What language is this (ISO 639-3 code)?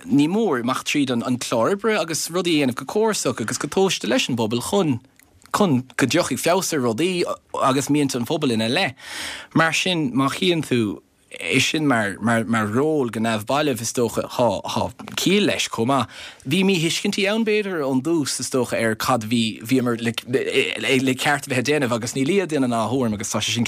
gle